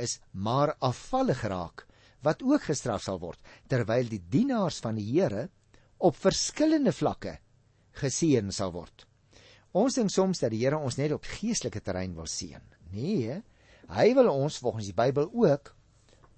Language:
Afrikaans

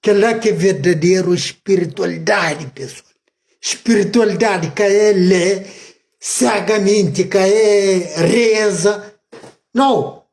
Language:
Kabuverdianu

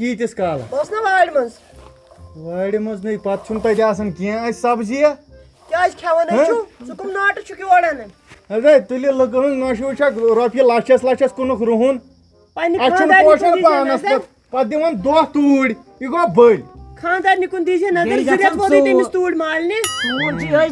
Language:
Kashmiri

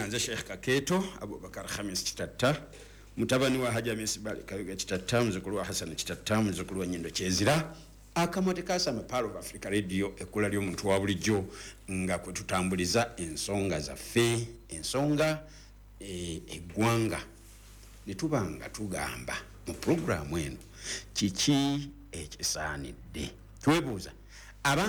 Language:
Ganda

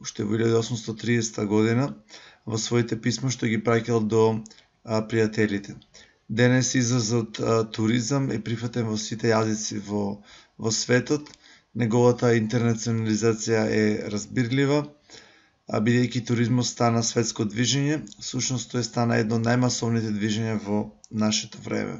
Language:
Macedonian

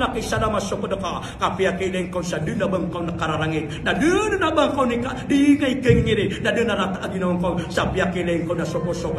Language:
Maranao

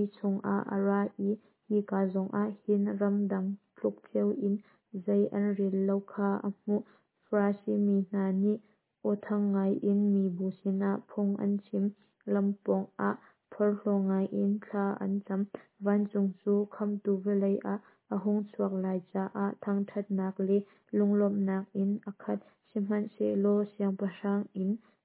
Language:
Hakha Chin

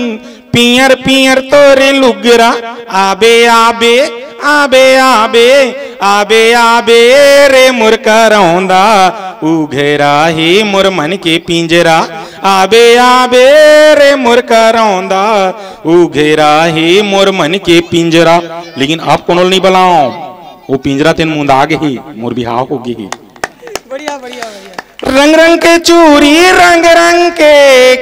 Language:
Chhattisgarhi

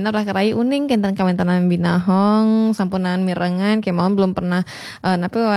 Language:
Balinese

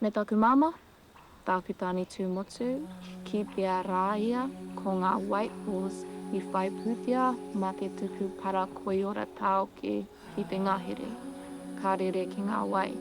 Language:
Māori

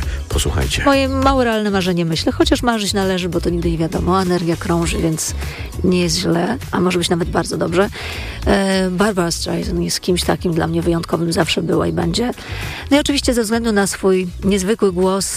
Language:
Polish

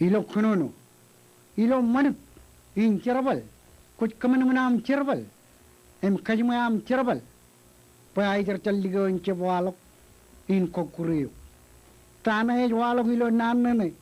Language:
Marshallese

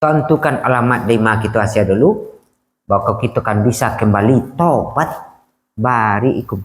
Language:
Minangkabau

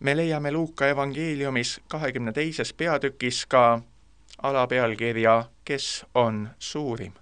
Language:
Estonian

